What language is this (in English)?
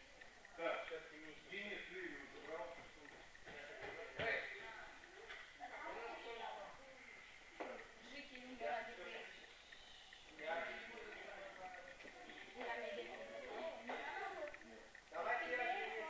Russian